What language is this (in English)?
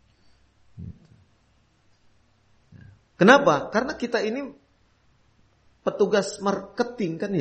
Indonesian